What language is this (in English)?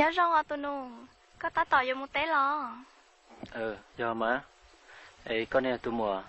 Hmong